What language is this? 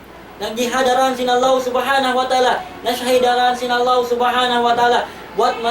Tausug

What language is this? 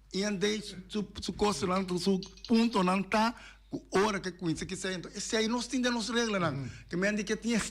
Papiamento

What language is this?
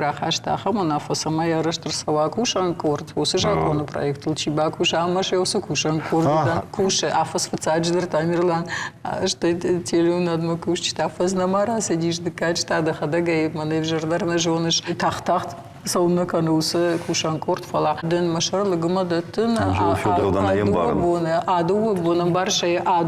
Ossetic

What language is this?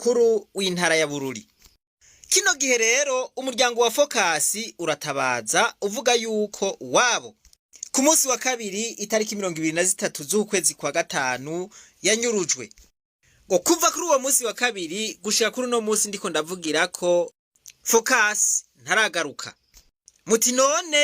Rundi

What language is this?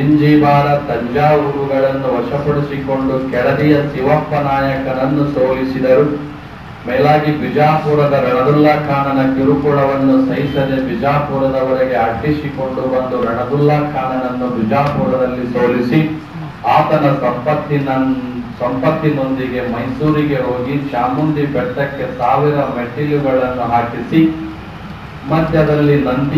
Kannada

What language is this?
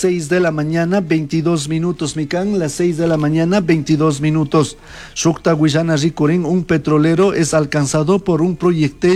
Chimborazo Highland Quichua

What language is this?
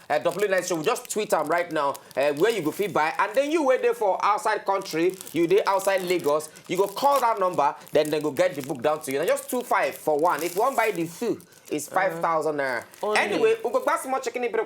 Nigerian Pidgin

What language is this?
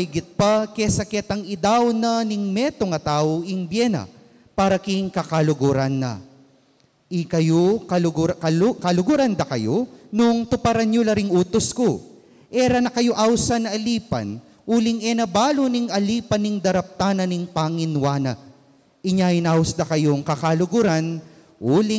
Pampanga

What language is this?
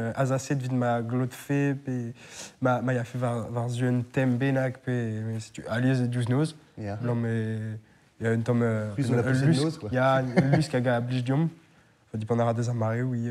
Breton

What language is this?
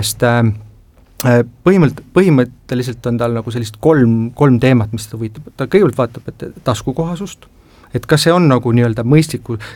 Estonian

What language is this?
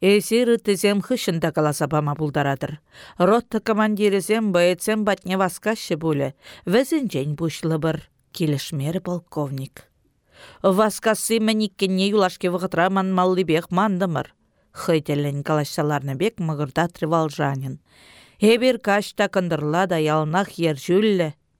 Chuvash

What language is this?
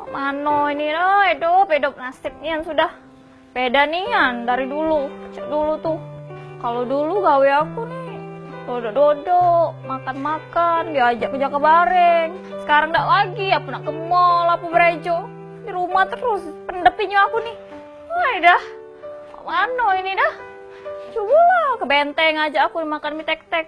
Musi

